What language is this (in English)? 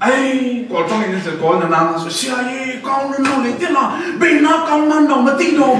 Falam Chin